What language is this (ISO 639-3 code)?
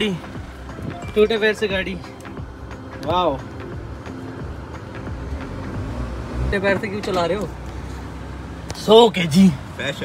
hin